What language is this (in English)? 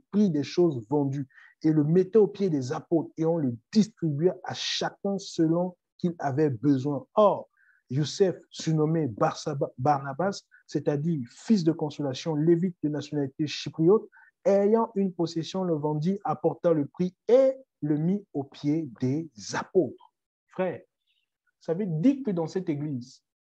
French